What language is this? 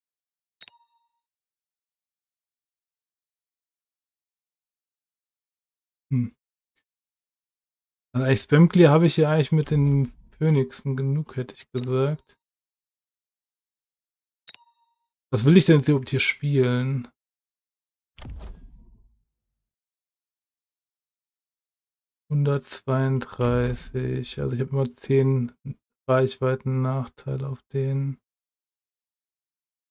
German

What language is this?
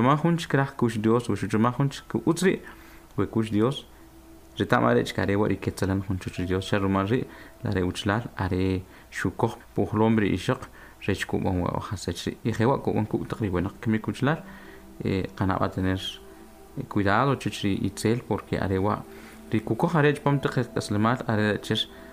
Kʼicheʼ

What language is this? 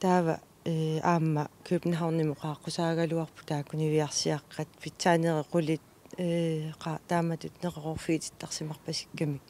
Kalaallisut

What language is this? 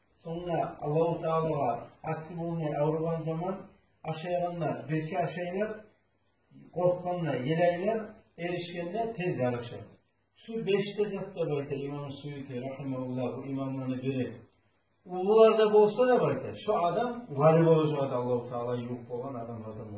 Kumyk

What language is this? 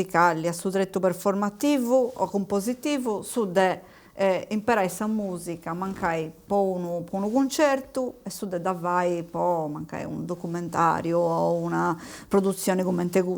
Sardinian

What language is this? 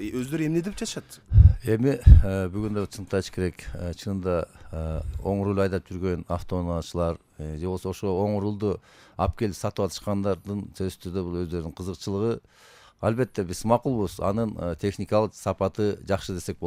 Kyrgyz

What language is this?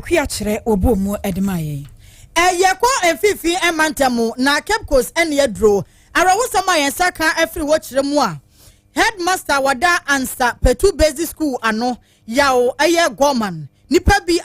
Akan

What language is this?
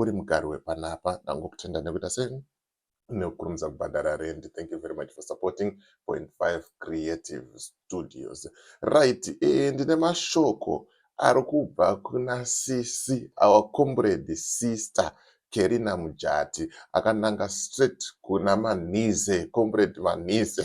Shona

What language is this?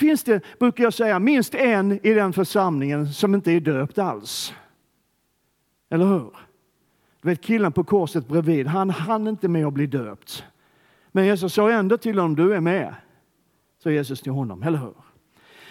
Swedish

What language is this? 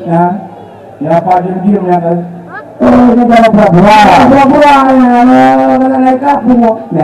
Achinese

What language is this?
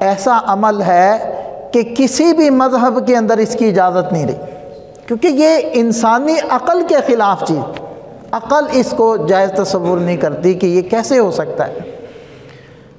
Urdu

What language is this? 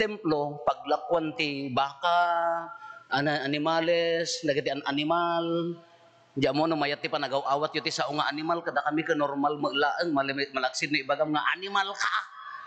Iloko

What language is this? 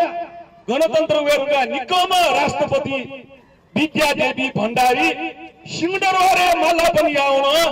Newari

